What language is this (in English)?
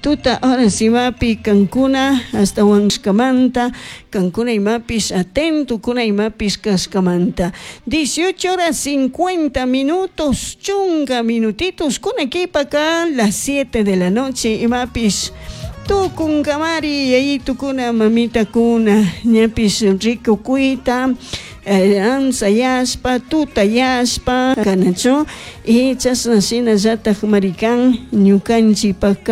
Chimborazo Highland Quichua